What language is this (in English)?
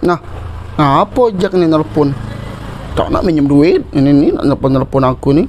Musi